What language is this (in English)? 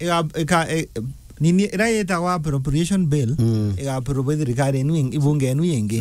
Meru